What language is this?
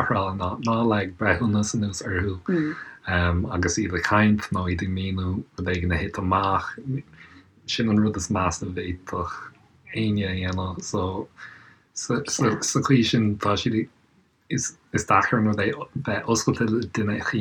Irish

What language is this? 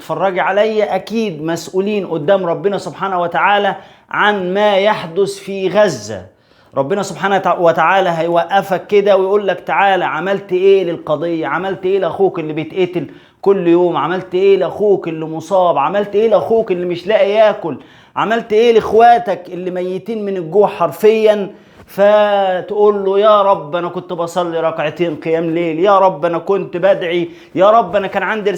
Egyptian Arabic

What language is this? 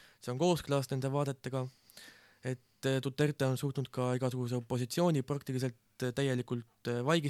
Estonian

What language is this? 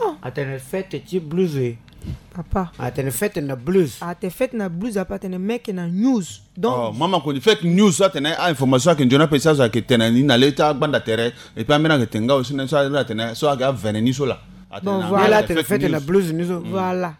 Sango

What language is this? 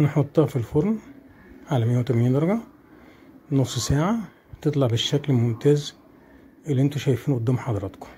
Egyptian Arabic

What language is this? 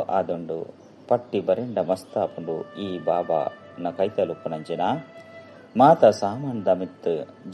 Tulu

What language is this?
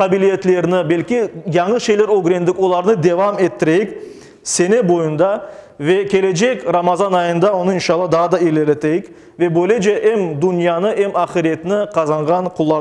Crimean Tatar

